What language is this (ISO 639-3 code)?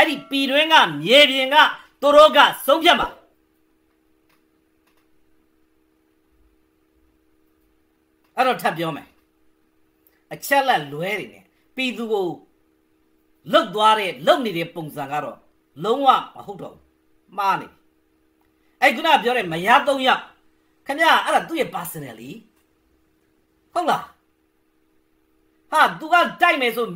mya